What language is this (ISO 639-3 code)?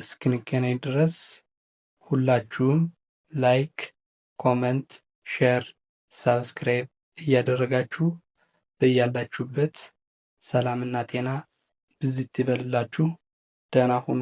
amh